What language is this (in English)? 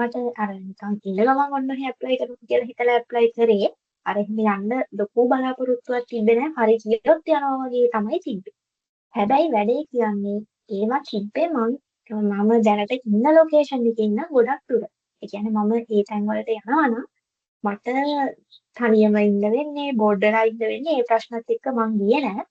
Sinhala